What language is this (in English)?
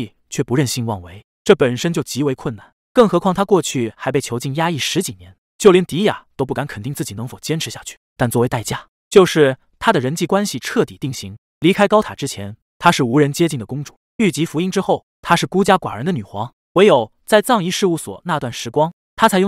Chinese